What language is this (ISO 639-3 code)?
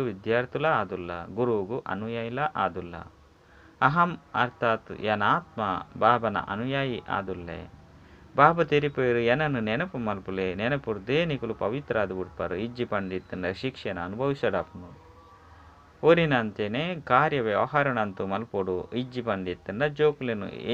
tcy